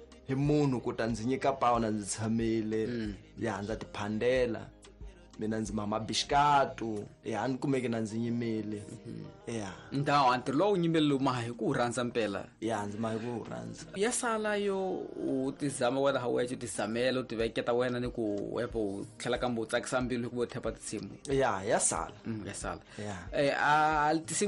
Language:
Tsonga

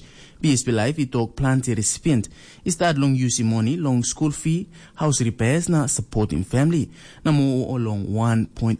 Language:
Tok Pisin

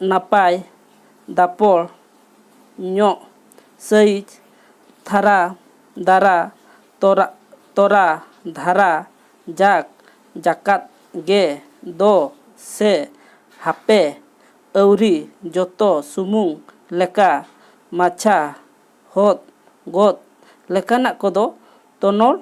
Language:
Santali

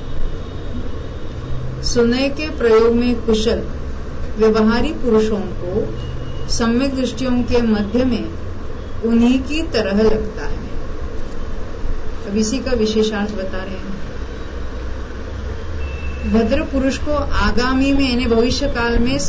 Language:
Hindi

